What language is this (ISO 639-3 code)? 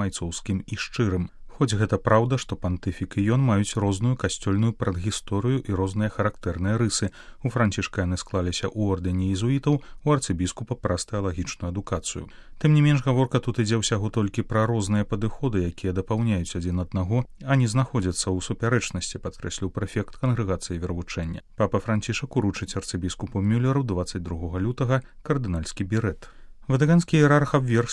bel